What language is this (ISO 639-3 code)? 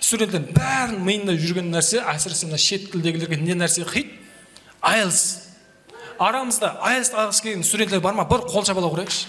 kaa